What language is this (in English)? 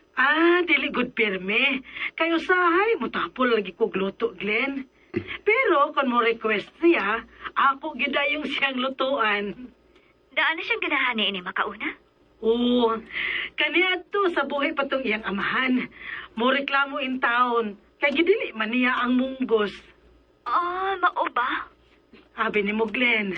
Cebuano